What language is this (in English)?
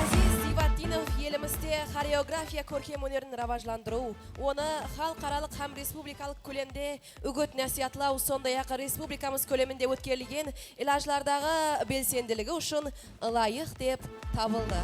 Kara-Kalpak